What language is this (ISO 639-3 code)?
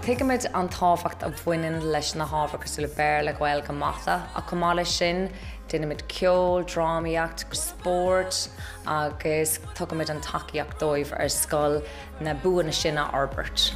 gle